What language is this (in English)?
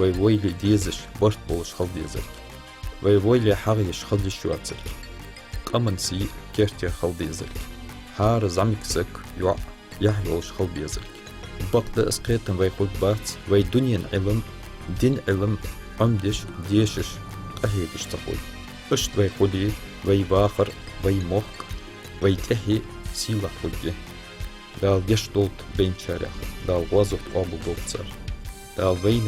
Ingush